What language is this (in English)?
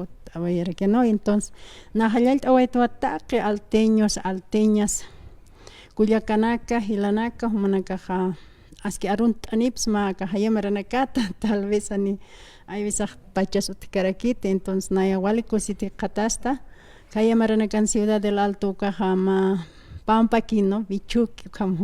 Aymara